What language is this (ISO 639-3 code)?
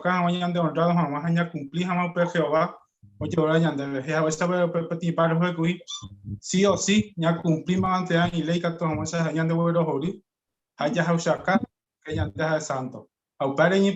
grn